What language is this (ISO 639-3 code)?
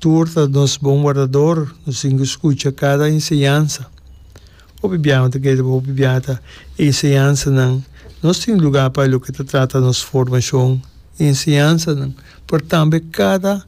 pap